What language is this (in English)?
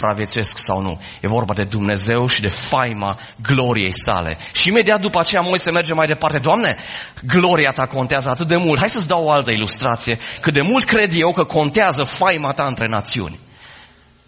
Romanian